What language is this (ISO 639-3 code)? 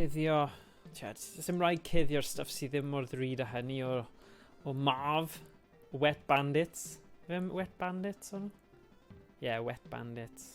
cym